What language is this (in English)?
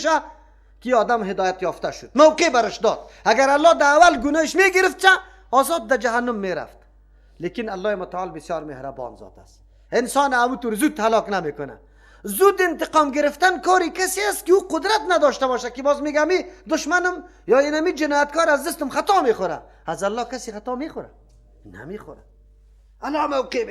Persian